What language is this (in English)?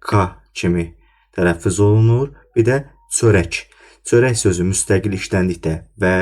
Azerbaijani